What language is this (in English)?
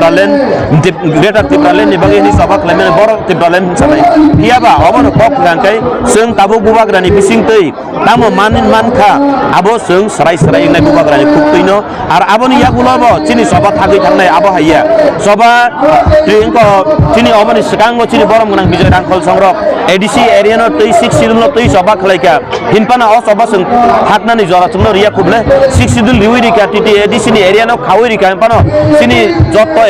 Kok Borok